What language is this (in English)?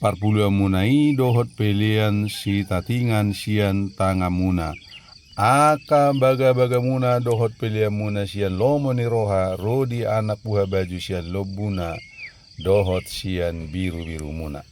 Batak Toba